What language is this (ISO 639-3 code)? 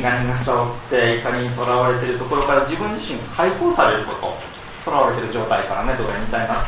jpn